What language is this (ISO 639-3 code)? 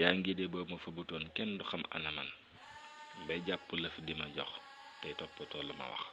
wol